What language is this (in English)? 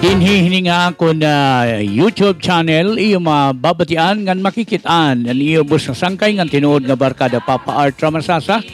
Waray